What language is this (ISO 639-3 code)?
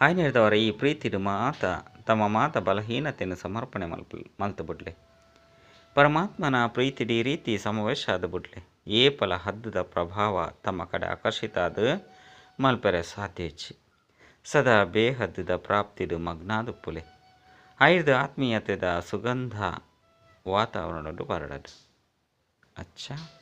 tcy